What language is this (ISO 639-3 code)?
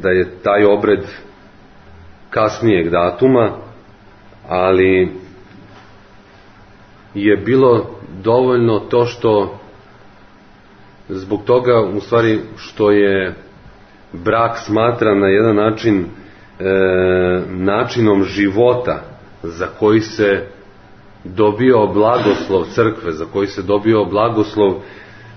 srp